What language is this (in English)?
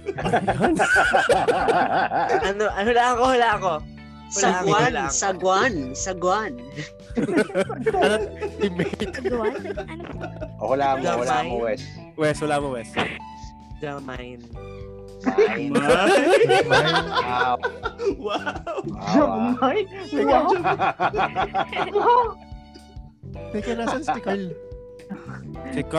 Filipino